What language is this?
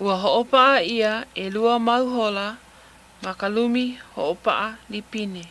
Hawaiian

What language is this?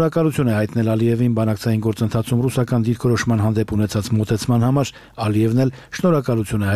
Armenian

